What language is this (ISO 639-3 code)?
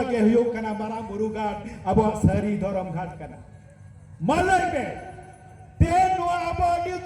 sat